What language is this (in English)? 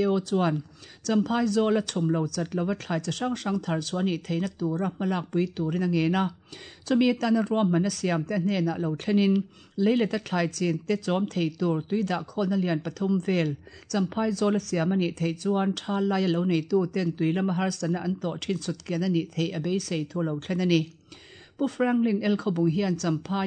Mizo